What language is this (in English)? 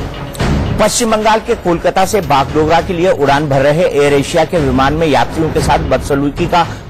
Hindi